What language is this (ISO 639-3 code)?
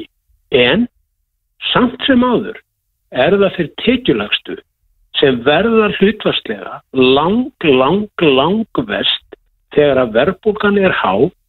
isl